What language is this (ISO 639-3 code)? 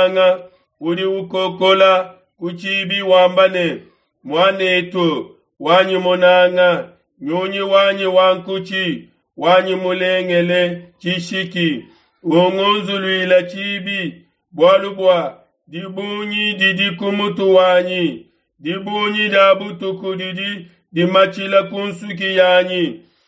lua